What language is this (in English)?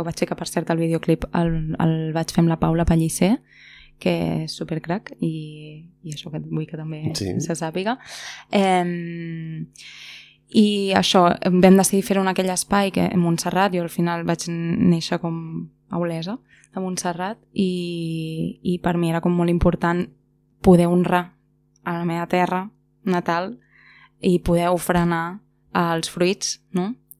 Catalan